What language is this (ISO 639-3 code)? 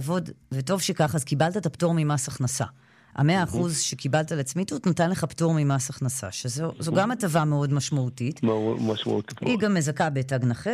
heb